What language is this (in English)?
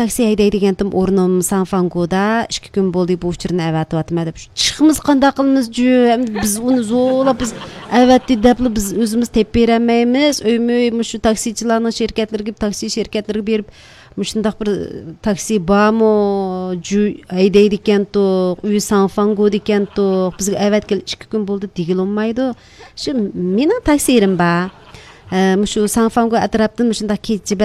Uyghur